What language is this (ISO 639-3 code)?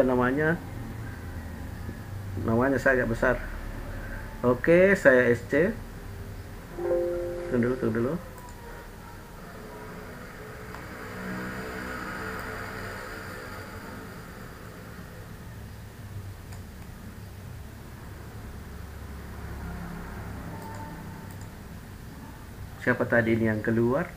ind